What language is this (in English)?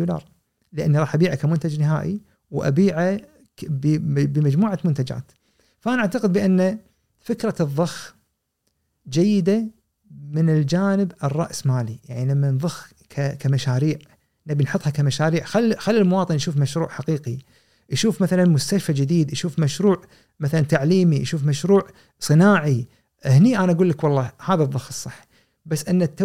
Gulf Arabic